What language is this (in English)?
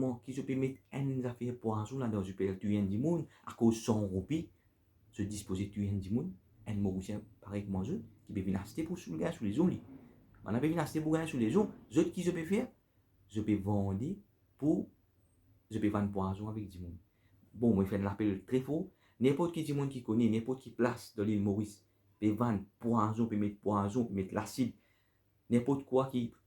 Morisyen